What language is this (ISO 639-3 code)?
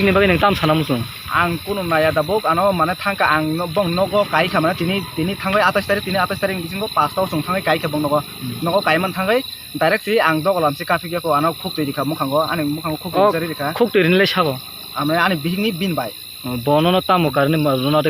trp